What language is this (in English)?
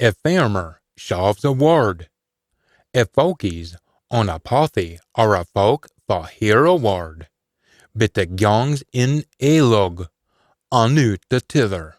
Scots